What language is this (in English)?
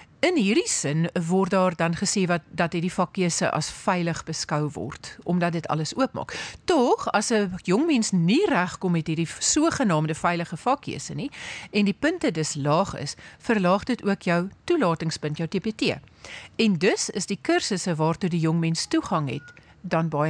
Afrikaans